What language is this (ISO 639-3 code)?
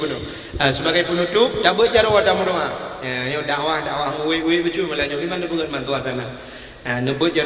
ace